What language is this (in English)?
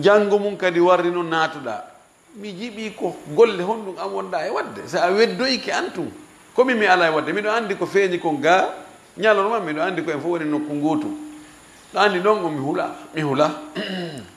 Fula